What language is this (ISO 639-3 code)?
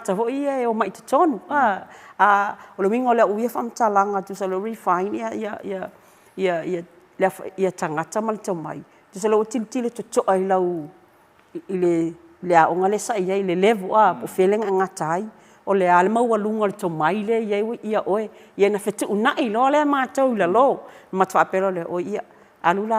smo